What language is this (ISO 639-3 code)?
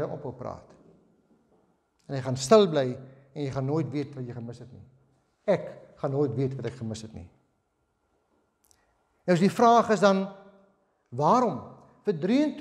afr